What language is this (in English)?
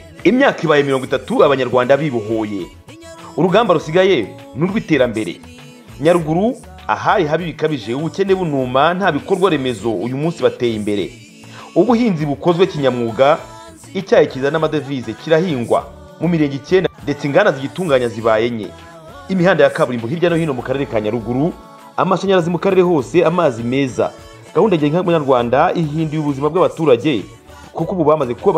Kinyarwanda